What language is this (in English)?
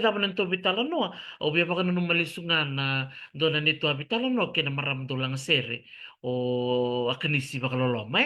Fijian